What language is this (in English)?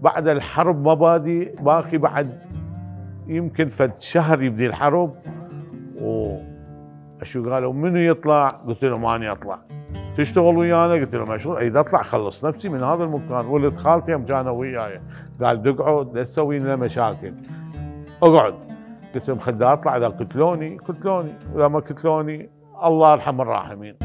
Mesopotamian Arabic